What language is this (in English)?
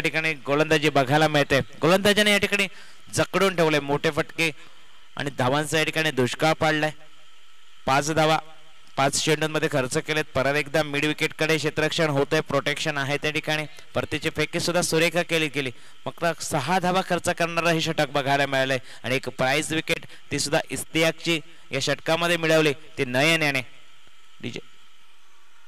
Marathi